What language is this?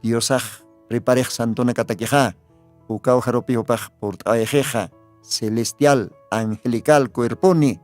Aymara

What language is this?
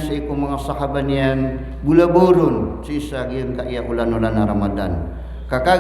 Maranao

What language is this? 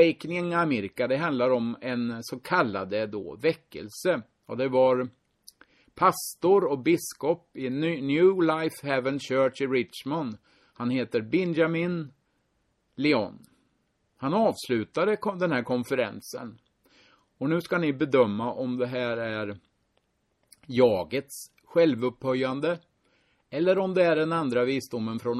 Swedish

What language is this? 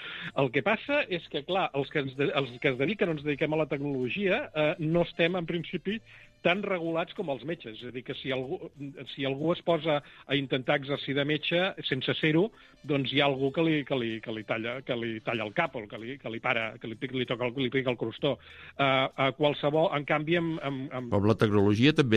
Catalan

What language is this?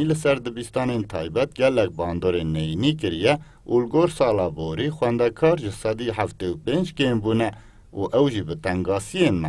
Kurdish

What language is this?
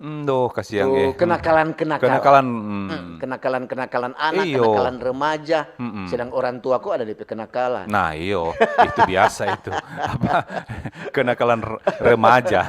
Manado Malay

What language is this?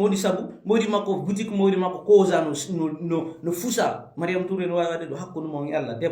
Fula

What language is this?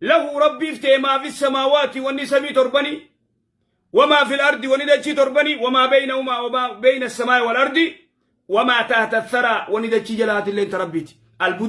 Oromo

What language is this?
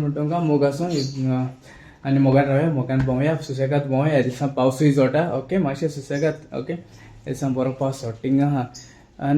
Konkani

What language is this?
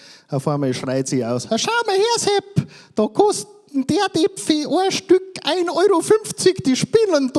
Bavarian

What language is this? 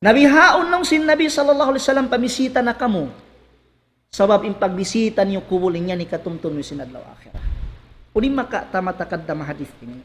Tausug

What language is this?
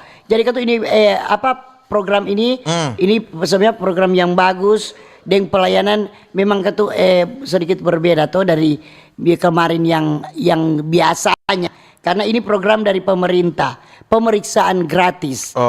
Manado Malay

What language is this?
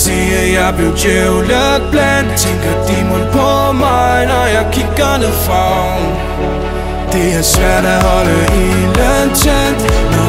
Danish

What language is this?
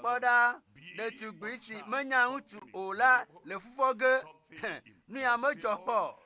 Ewe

